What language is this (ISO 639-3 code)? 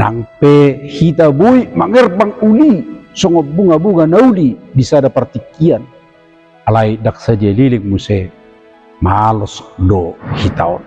bbc